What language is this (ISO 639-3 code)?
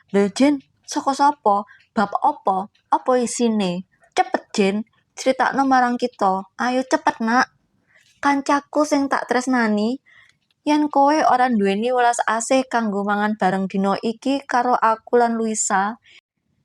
jav